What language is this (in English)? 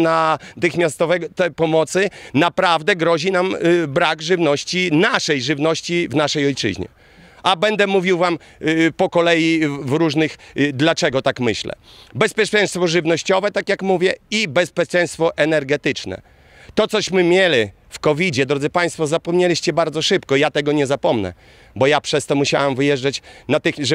Polish